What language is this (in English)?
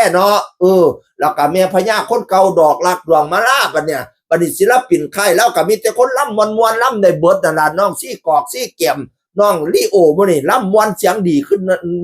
Northeastern Thai